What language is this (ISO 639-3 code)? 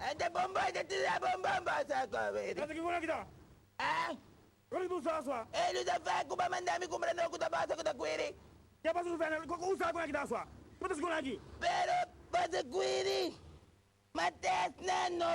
pap